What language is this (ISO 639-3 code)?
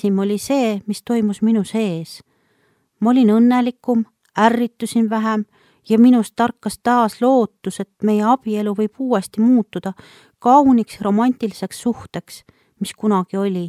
est